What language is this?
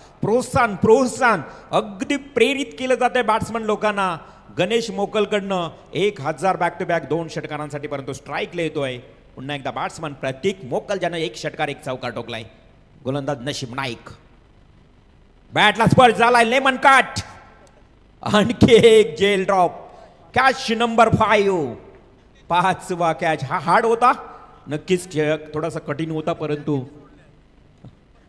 Marathi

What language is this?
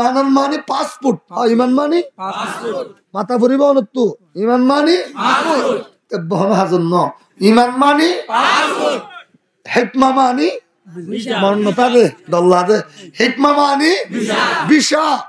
Rohingya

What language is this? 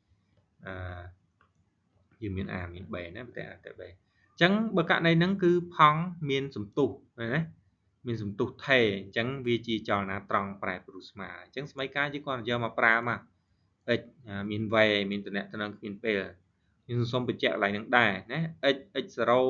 Khmer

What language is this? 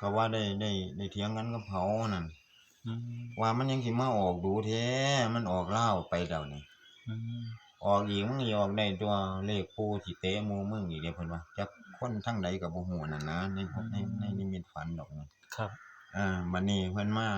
Northeastern Thai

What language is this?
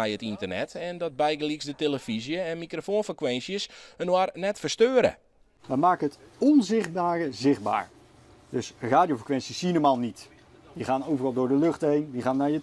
Western Frisian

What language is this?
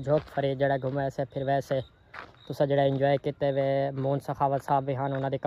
Saraiki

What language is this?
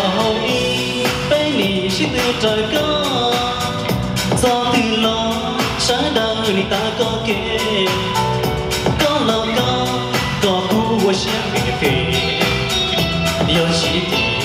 Vietnamese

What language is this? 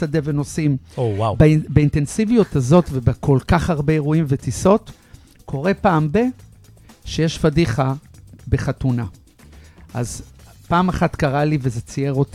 Hebrew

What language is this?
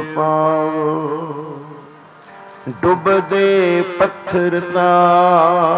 Punjabi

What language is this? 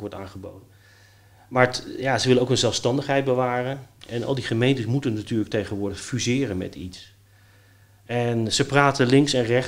Dutch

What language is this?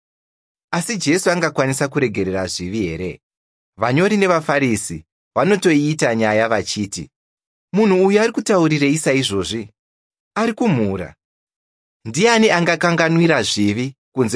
Shona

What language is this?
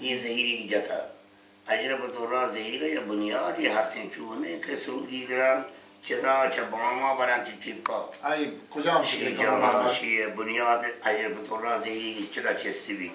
Baluchi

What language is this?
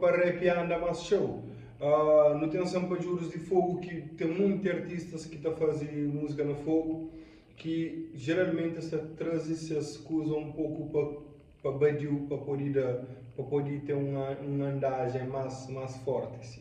Kabuverdianu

